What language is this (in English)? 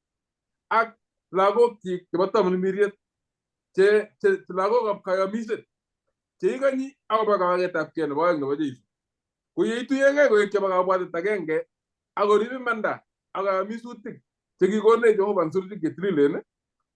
Kalenjin